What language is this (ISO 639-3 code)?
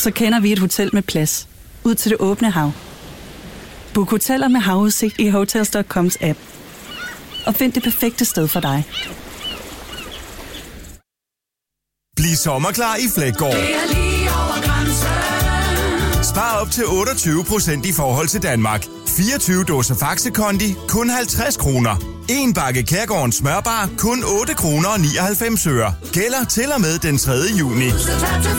dan